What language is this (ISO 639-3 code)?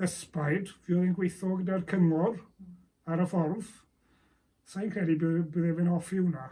cym